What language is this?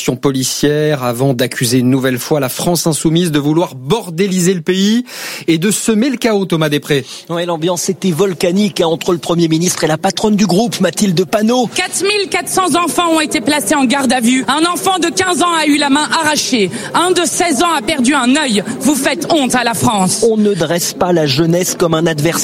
French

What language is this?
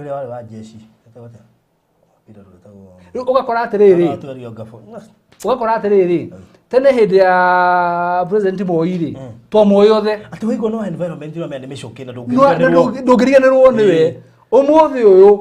Kikuyu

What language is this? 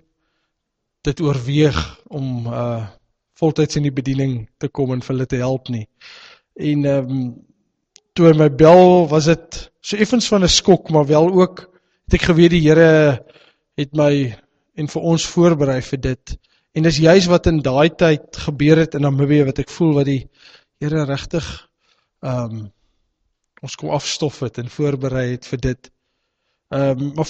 Afrikaans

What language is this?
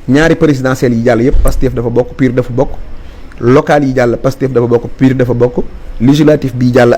Wolof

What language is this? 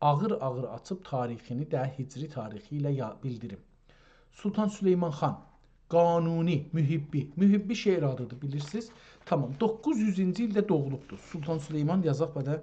South Azerbaijani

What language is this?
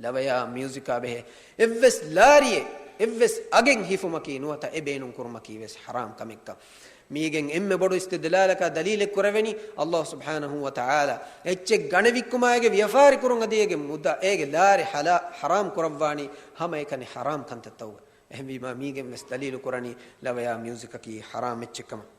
Divehi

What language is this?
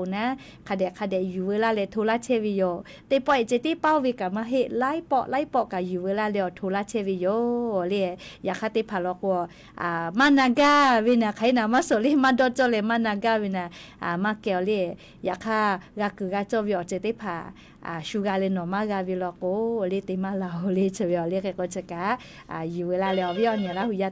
Lahu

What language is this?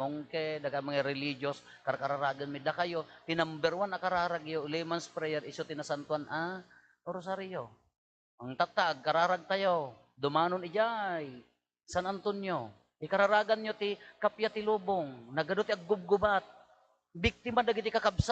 Iloko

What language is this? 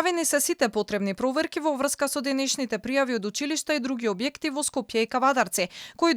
Macedonian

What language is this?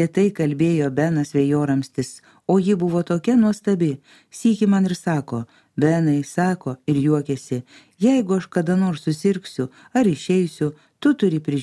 Lithuanian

